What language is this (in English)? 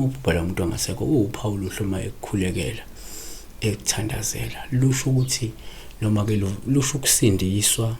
Zulu